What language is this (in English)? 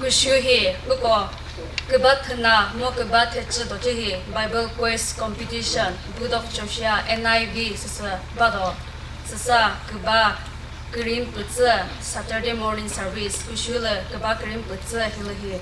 Chokri Naga